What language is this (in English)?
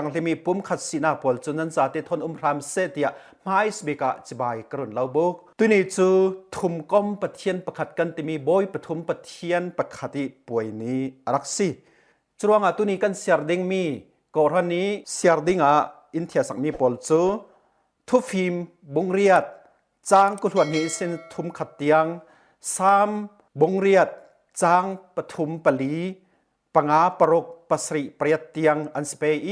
Falam Chin